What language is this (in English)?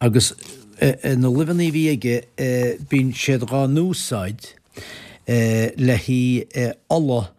Irish